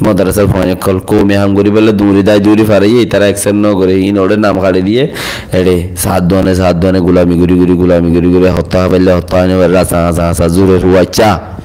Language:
Rohingya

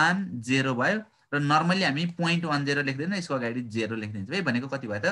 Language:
Nepali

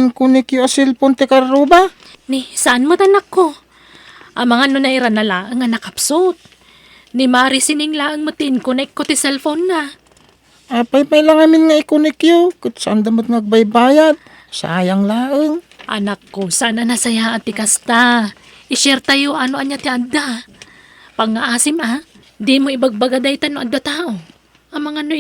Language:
Iloko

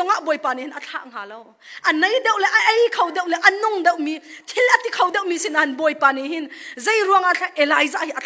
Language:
Hakha Chin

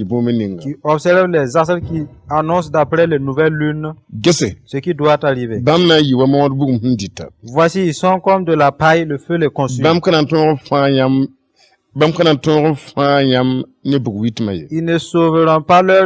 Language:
Mossi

